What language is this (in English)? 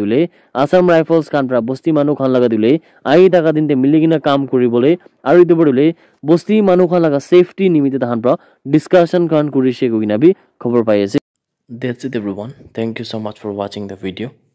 Naga Pidgin